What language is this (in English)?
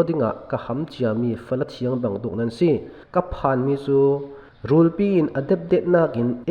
Falam Chin